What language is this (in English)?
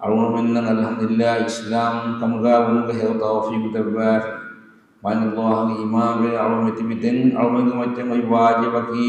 Divehi